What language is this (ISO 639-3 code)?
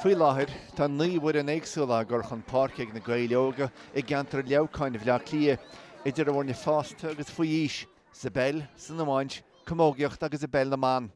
gle